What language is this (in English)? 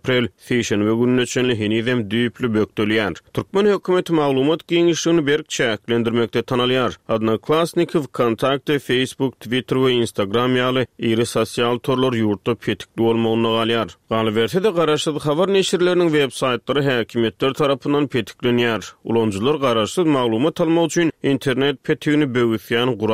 Turkmen